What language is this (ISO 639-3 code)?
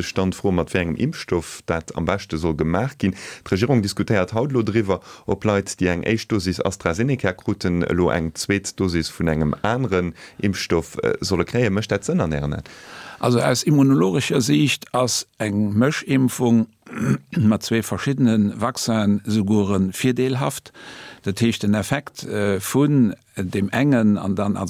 ltz